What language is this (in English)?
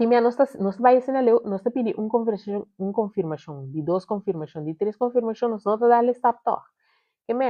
Papiamento